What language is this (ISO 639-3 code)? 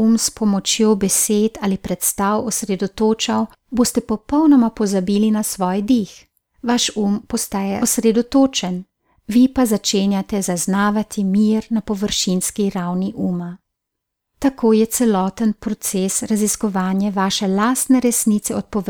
slv